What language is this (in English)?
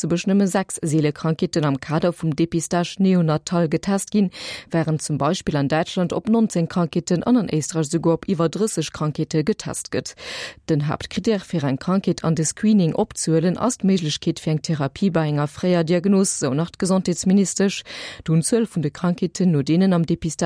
Luxembourgish